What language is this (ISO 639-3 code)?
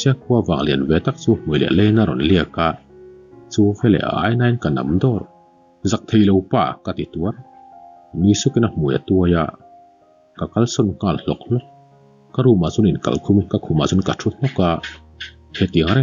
lus